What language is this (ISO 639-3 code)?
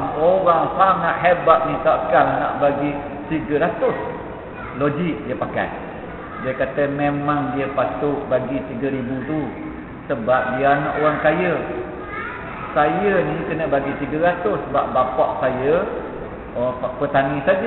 msa